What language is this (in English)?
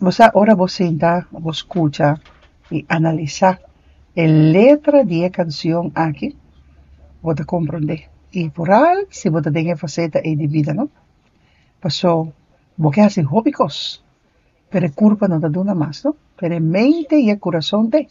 Papiamento